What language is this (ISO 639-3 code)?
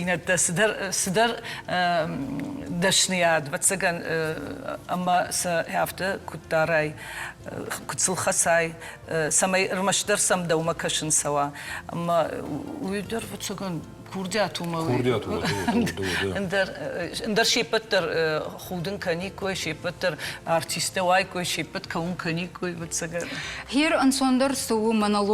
oss